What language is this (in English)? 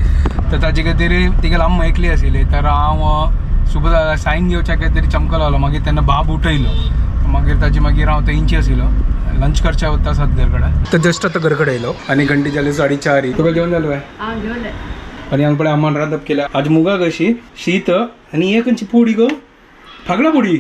Konkani